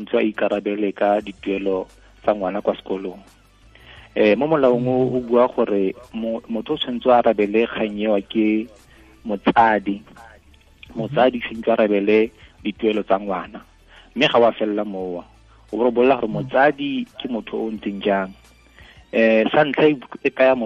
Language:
Tswana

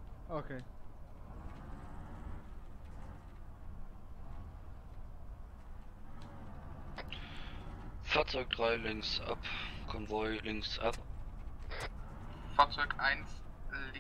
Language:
German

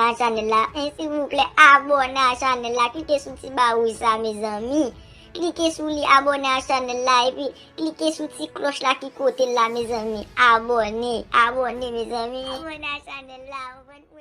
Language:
Haitian Creole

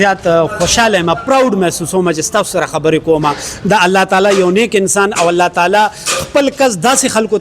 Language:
Pashto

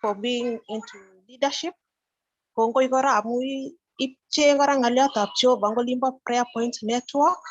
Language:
Kalenjin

